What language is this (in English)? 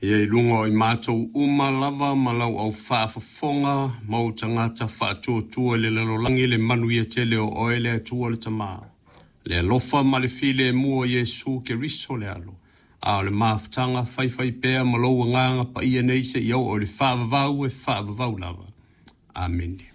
Samoan